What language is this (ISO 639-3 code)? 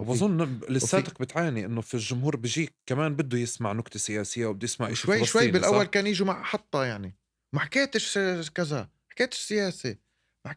apc